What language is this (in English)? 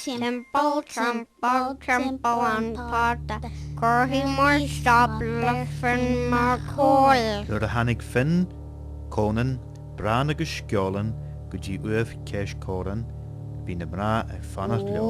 Irish